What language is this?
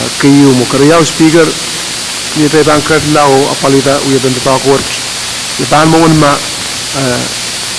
Pohnpeian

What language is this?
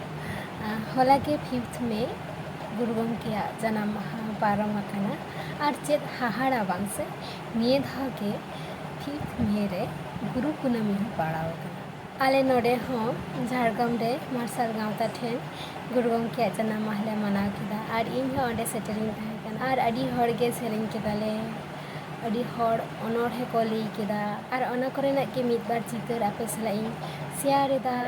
Santali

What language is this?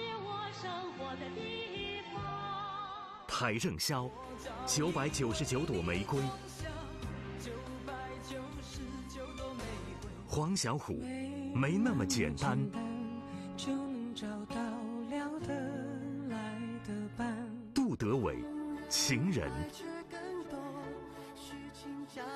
Chinese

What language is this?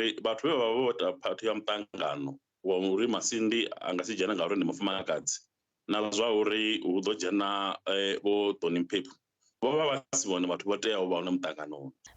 Venda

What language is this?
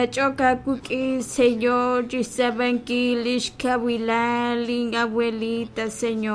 Kekchí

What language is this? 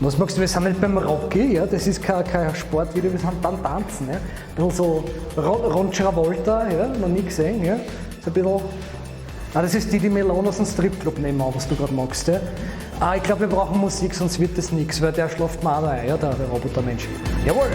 Bavarian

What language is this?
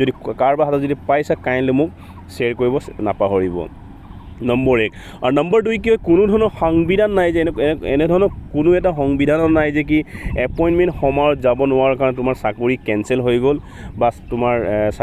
Assamese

